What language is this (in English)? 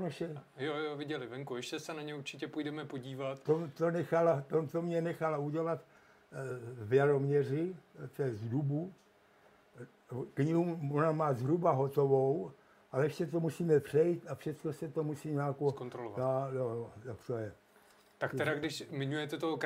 Czech